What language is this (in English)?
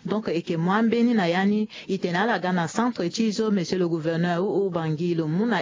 Sango